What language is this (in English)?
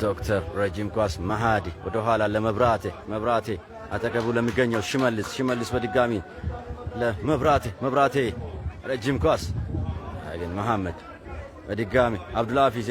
Amharic